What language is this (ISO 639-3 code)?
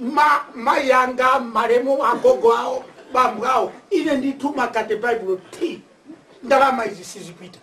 nya